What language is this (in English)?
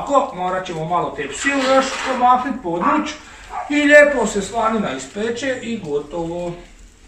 Croatian